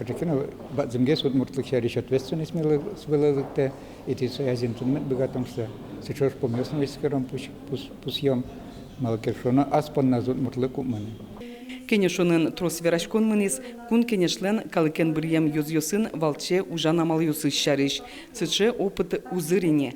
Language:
Udmurt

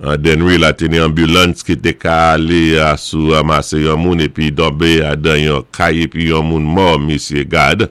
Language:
Saint Lucian Creole French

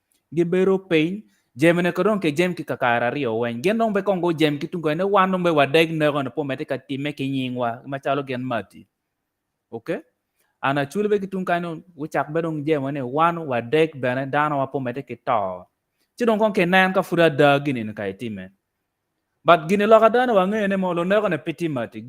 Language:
Acoli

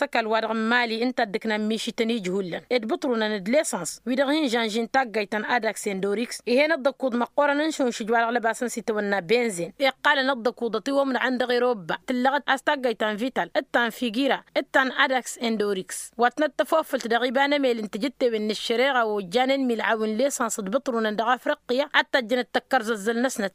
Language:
Tamasheq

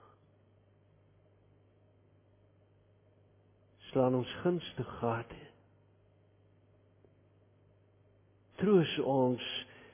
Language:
Afrikaans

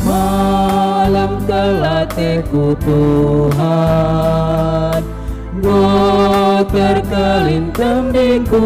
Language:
Batak Karo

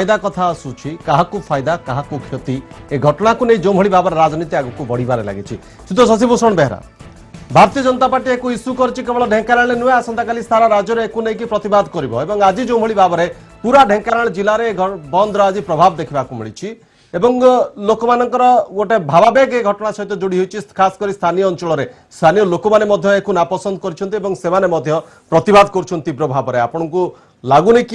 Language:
Odia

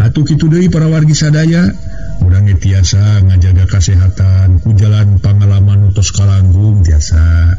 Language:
Sundanese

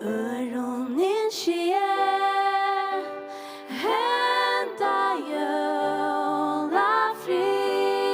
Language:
Faroese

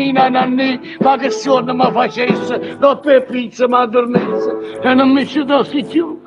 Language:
Neapolitan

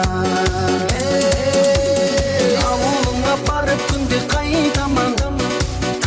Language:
Kara-Kalpak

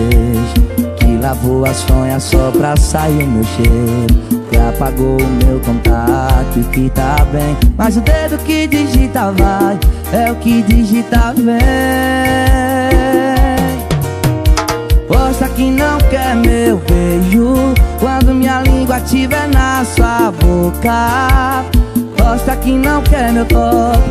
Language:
Portuguese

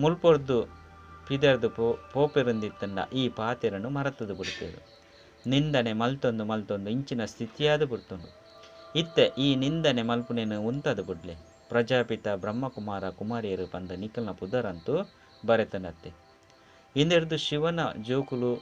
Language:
Tulu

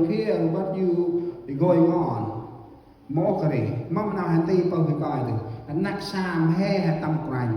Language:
Central Mnong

